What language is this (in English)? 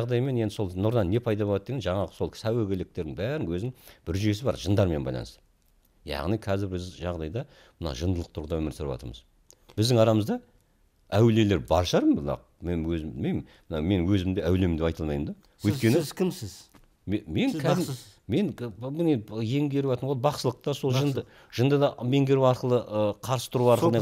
Kazakh